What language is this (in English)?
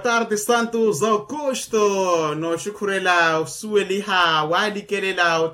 Makhuwa